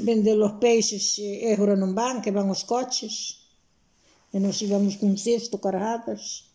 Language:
Galician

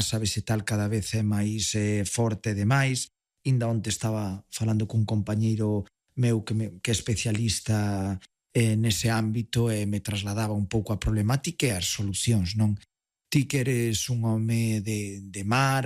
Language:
Galician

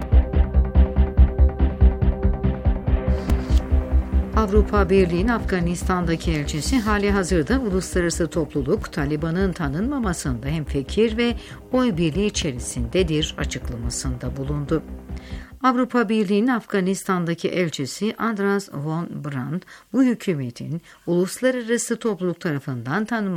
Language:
Turkish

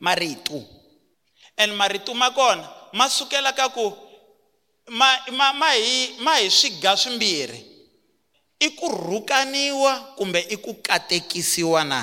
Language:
Tsonga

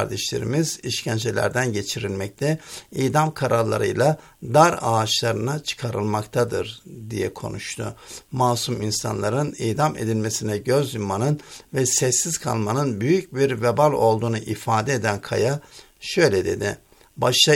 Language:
Turkish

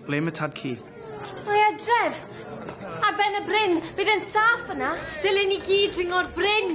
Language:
Welsh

